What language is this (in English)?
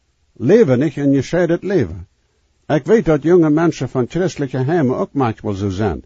Plautdietsch